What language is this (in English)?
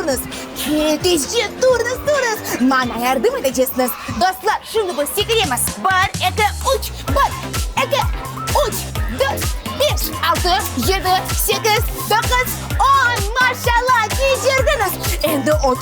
Crimean Tatar